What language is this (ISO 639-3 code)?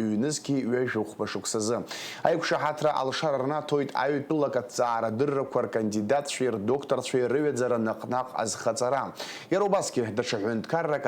abk